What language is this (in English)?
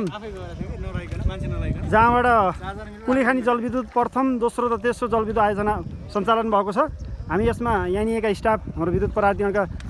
Nepali